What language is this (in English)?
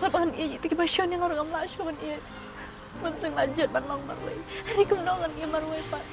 Khasi